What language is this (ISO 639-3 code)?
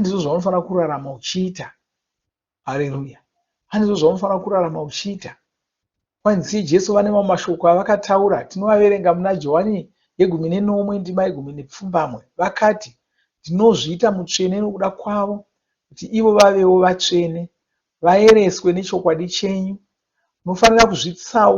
sna